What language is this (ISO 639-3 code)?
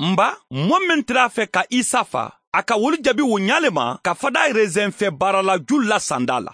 man